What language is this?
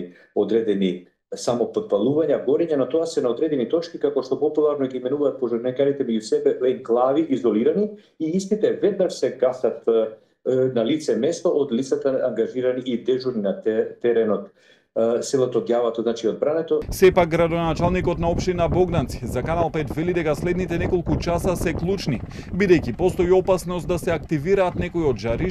Macedonian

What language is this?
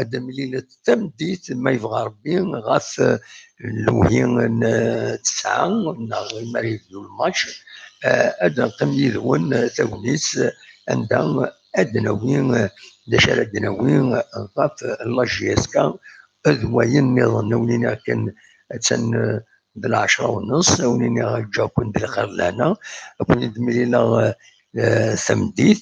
Kabyle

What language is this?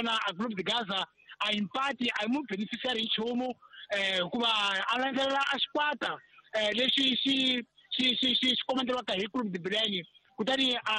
Tsonga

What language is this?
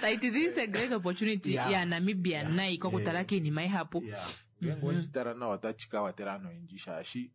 Kuanyama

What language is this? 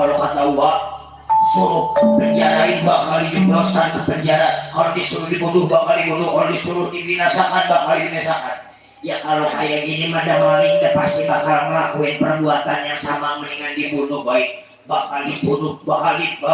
Betawi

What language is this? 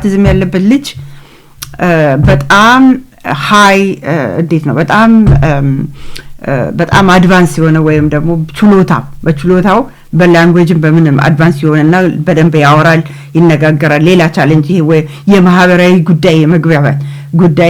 Amharic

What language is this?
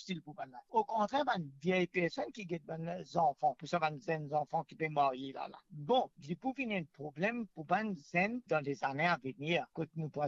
Morisyen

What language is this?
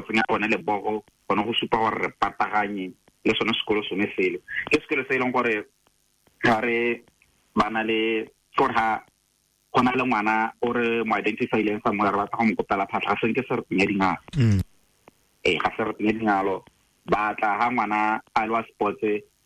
Tswana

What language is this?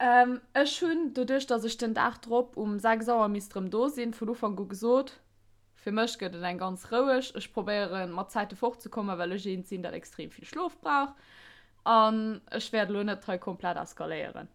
Luxembourgish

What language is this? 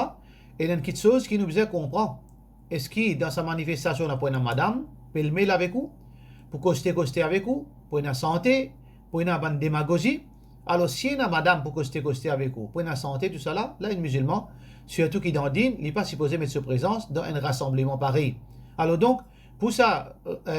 Morisyen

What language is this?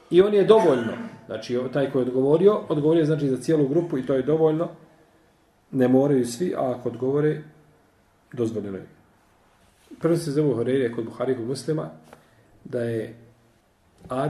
Bosnian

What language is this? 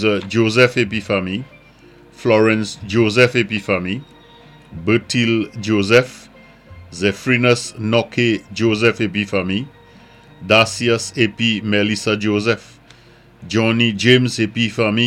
Saint Lucian Creole French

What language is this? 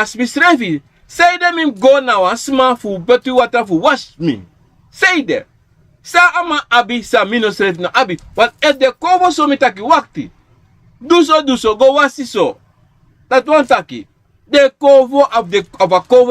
Sranan Tongo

